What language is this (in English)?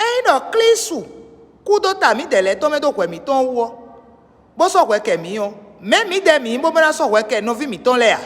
Fon